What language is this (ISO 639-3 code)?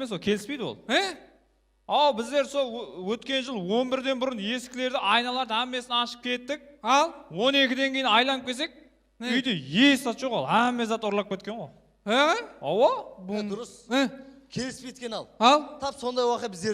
kaa